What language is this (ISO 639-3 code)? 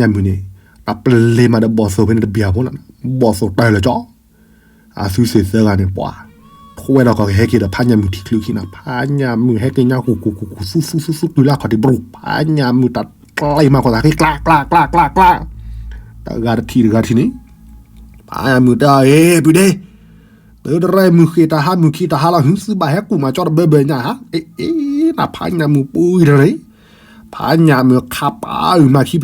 ksw